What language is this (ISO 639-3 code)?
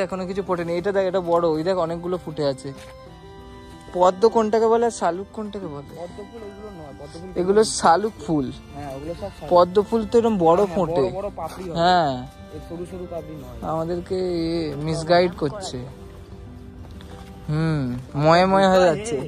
ben